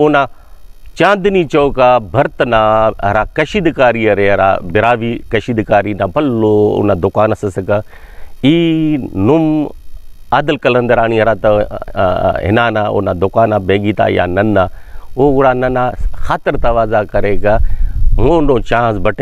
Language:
Brahui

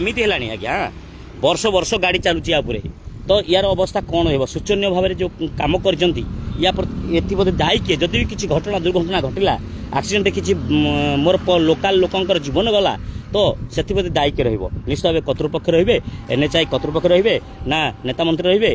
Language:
Odia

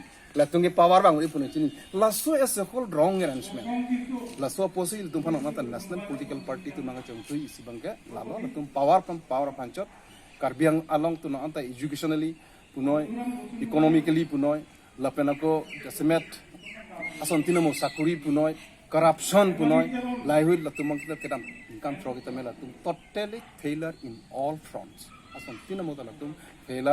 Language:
Karbi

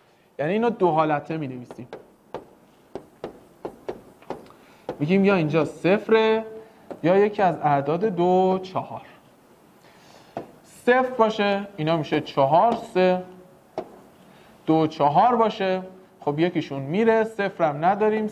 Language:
Persian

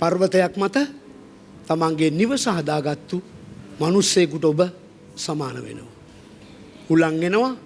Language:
Sinhala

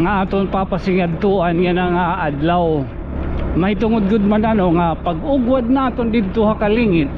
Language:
Waray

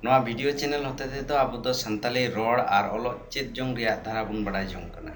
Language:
Santali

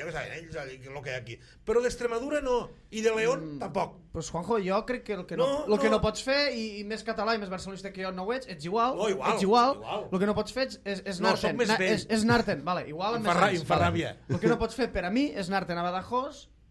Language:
Catalan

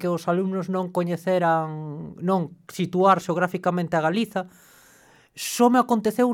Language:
Galician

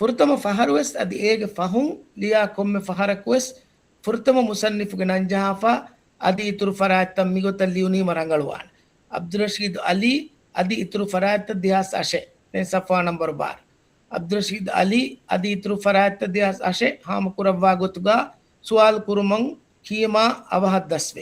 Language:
Divehi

